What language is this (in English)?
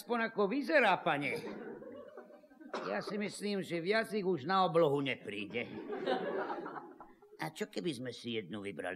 Slovak